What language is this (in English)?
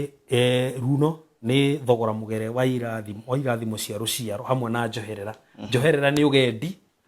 Kikuyu